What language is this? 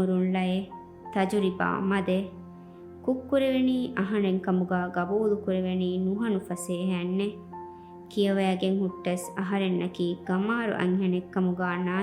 Divehi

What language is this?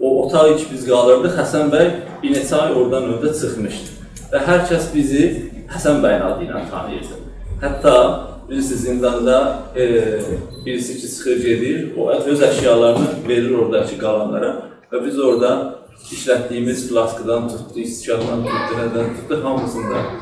South Azerbaijani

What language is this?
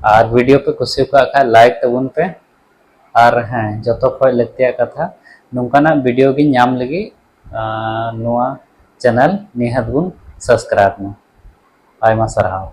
Santali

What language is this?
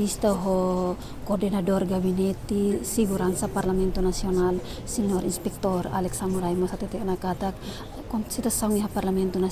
Tetum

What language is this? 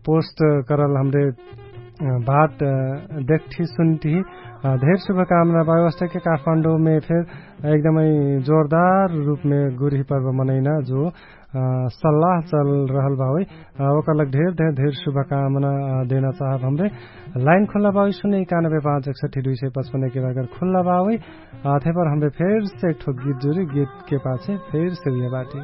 Dangaura Tharu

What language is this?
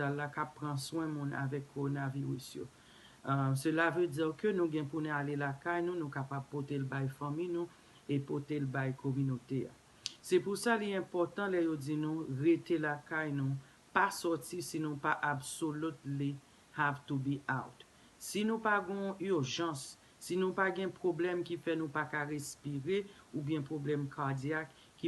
Haitian Creole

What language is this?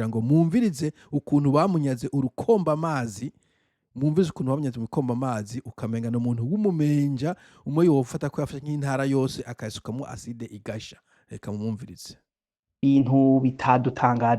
Rundi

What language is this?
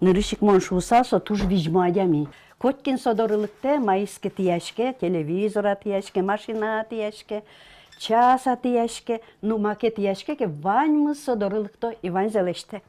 Udmurt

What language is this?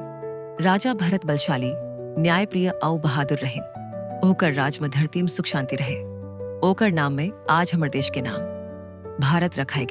Chhattisgarhi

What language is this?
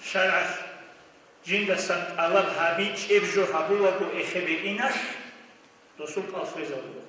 Avaric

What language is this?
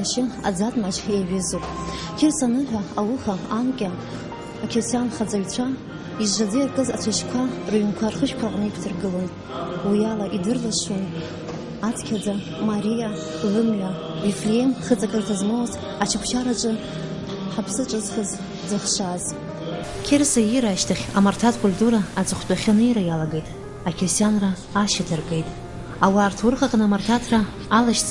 Abkhazian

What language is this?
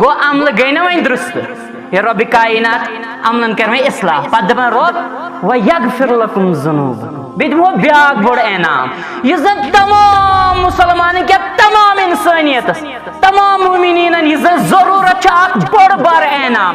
Kashmiri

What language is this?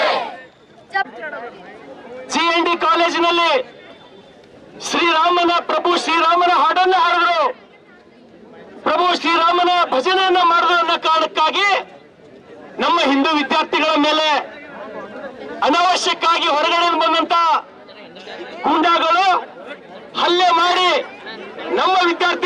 Kannada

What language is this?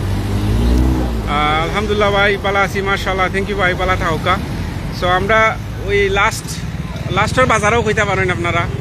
Sylheti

